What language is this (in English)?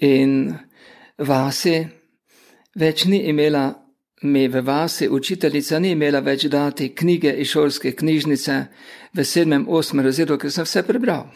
Slovenian